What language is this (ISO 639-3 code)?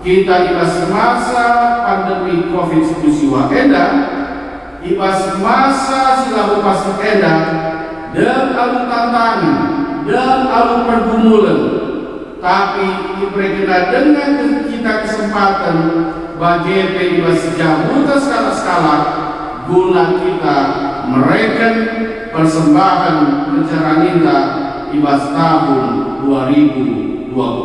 btx